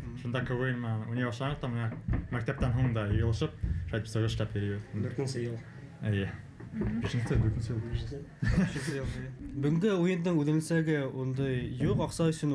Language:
Bashkir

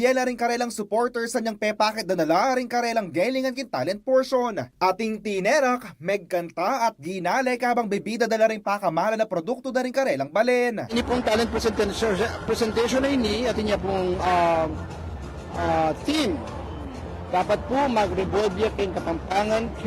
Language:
Pampanga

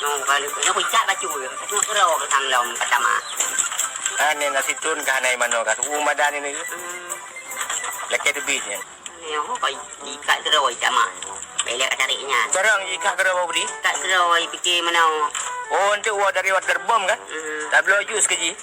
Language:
Achinese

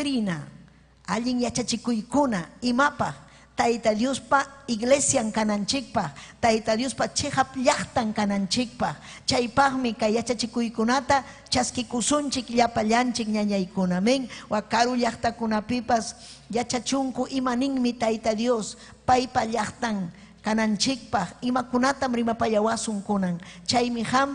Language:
Ayacucho Quechua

